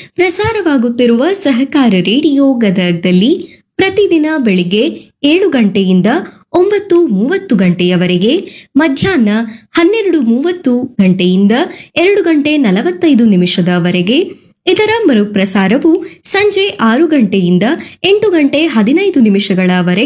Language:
Kannada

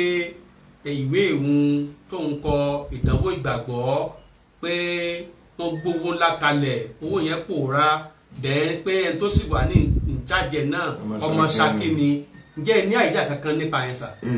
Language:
Yoruba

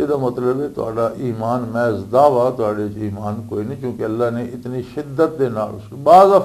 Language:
Western Panjabi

